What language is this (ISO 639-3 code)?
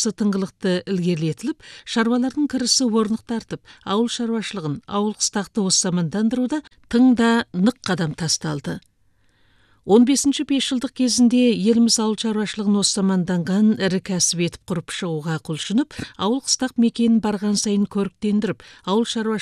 kaz